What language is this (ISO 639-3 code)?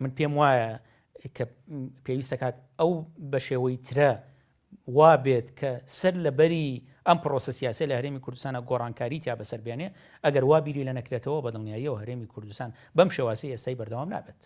ckb